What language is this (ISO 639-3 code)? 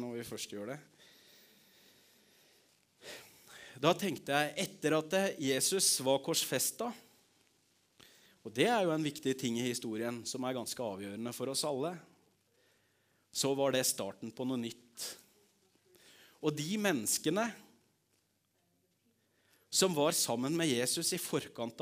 nor